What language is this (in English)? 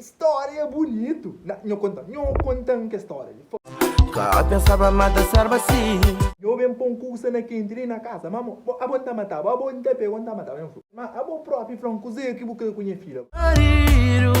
Kabuverdianu